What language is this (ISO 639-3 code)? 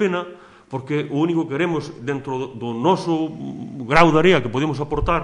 glg